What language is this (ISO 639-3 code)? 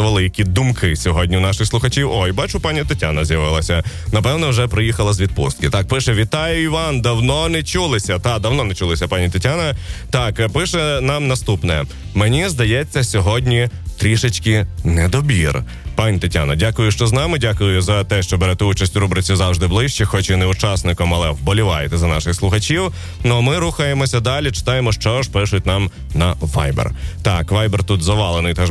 ukr